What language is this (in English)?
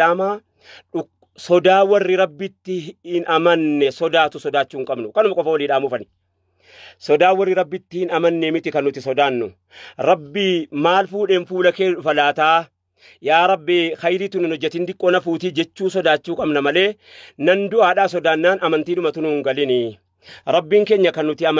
Oromo